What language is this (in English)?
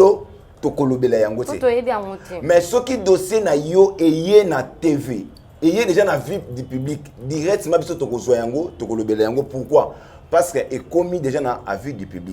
Lingala